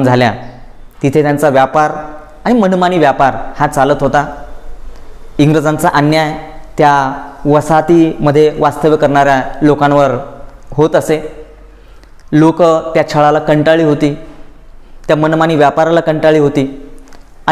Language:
Marathi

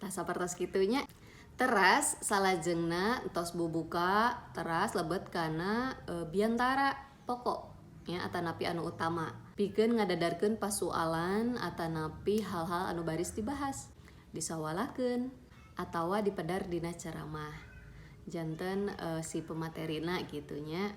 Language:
Sundanese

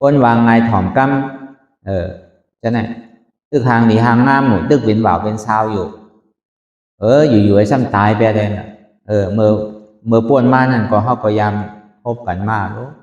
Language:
Shan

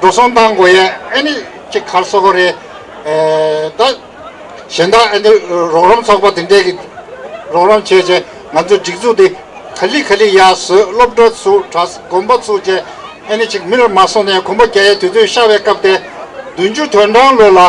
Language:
Tibetan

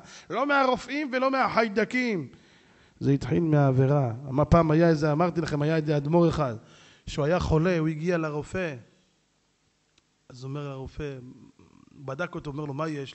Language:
Hebrew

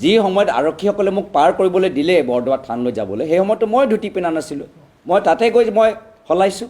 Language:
Assamese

